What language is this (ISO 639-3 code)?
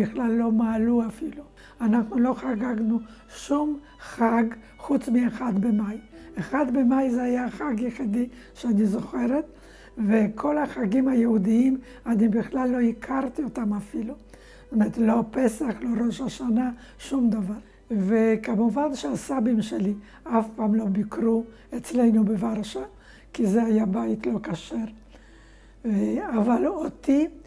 heb